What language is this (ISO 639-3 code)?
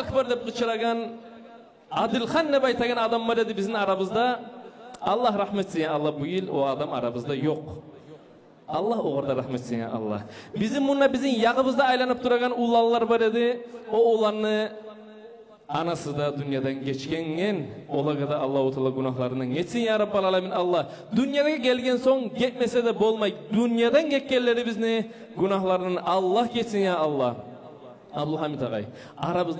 kum